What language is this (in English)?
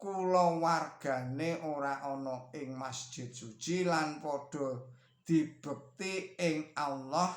Javanese